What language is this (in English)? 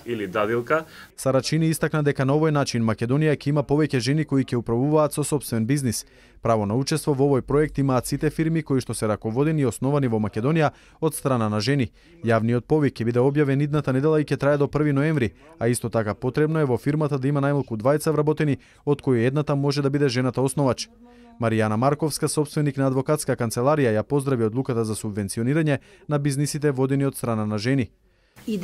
Macedonian